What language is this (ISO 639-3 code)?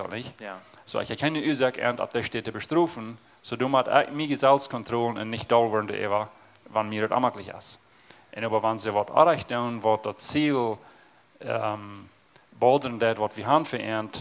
pdt